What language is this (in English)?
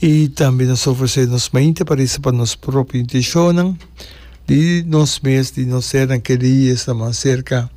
Papiamento